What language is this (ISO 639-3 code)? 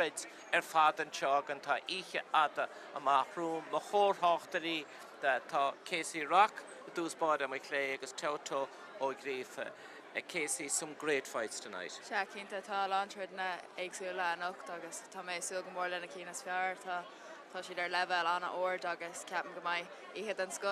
gle